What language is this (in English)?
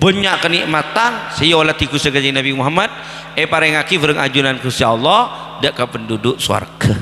Madurese